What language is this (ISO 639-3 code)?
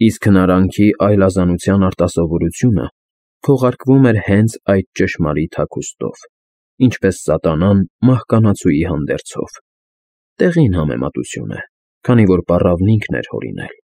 hye